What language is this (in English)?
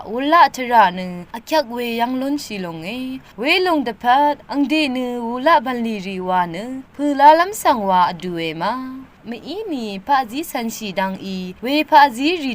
Rawang